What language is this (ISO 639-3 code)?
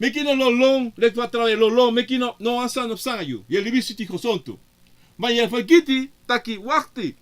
srn